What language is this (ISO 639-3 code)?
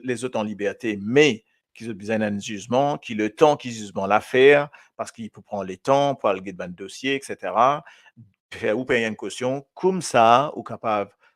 mfe